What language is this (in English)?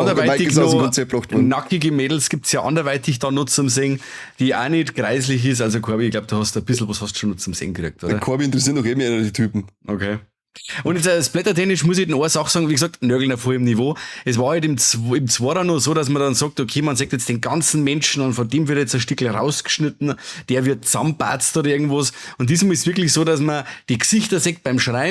Bavarian